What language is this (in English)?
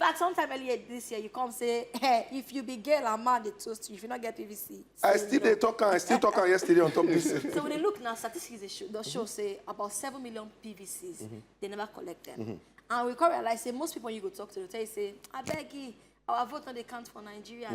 Nigerian Pidgin